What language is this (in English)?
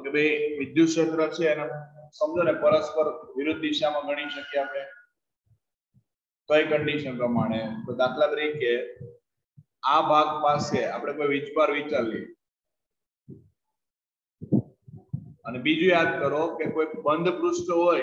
Gujarati